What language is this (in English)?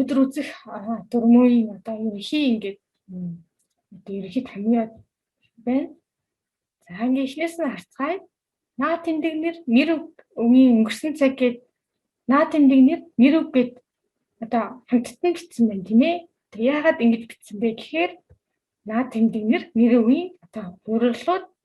Mongolian